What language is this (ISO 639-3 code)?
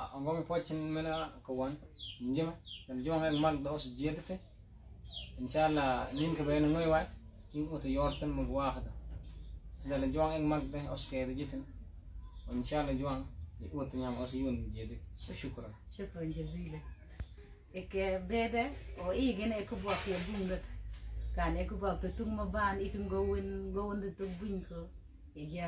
mfz